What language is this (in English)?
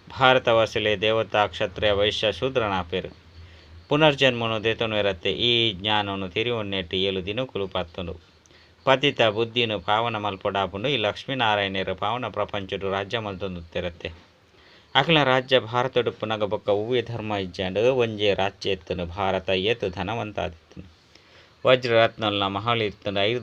Tulu